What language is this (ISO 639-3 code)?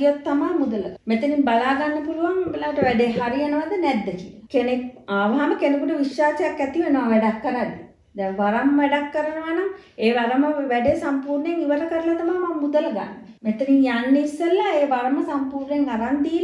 sin